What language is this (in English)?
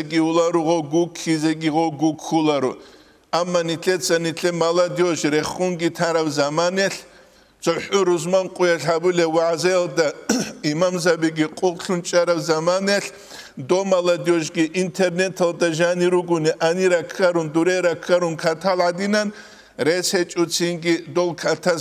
Avaric